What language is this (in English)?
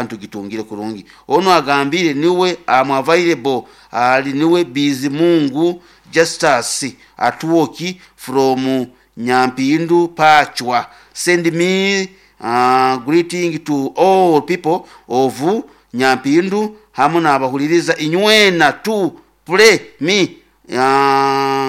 Nyoro